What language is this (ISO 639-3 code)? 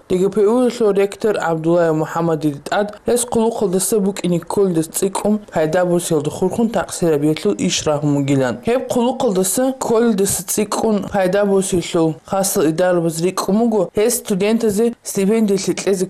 ava